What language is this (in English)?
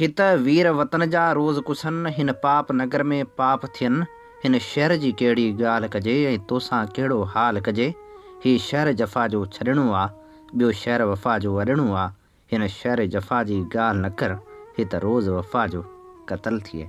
Sindhi